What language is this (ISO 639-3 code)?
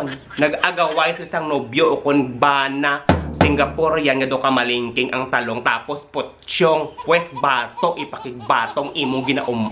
hil